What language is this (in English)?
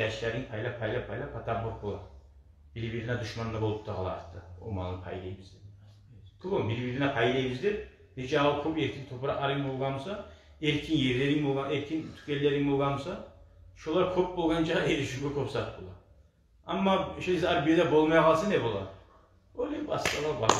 Kumyk